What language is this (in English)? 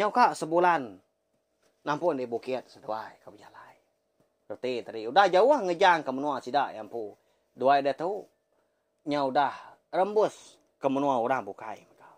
Iban